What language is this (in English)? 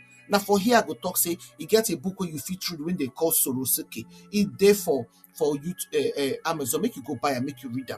Nigerian Pidgin